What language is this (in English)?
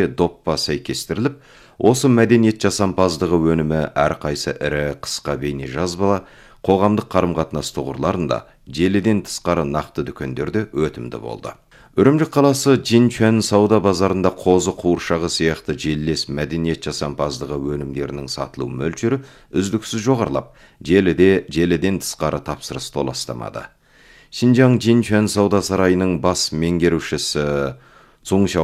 Kazakh